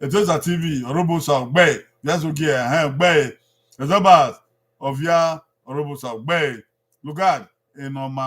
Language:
Bini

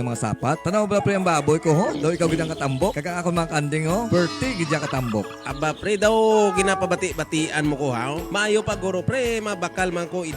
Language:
Hiligaynon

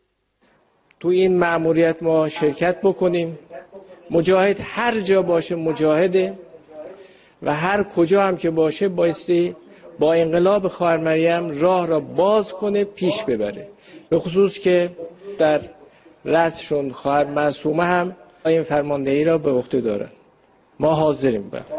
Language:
Persian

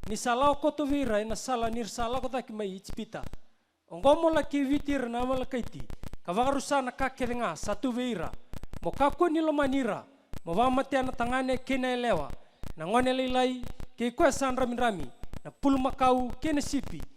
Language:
Fijian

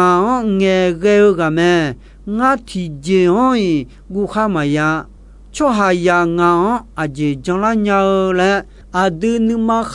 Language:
Akha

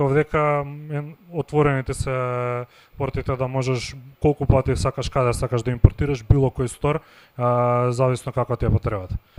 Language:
Macedonian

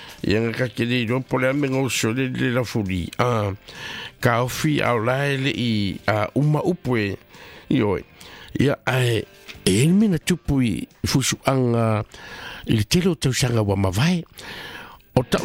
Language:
Samoan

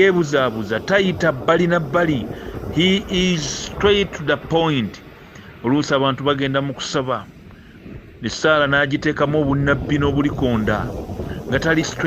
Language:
Ganda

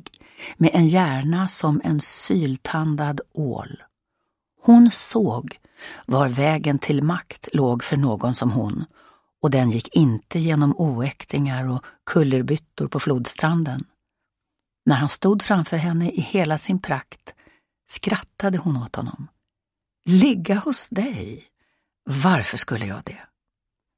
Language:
Swedish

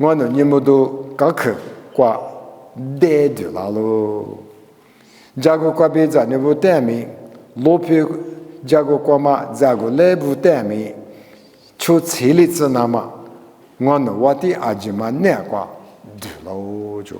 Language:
Lisu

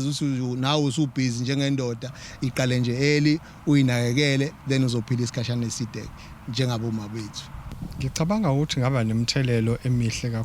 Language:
Zulu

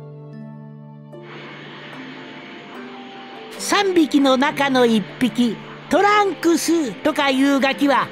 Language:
Japanese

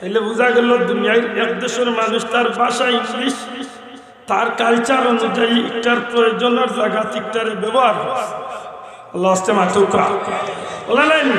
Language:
Sylheti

